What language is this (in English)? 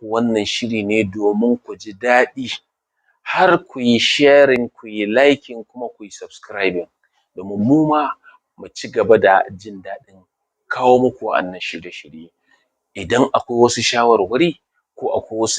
Hausa